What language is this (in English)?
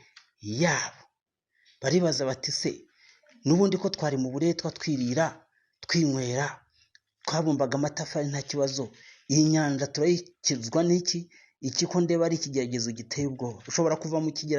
Kinyarwanda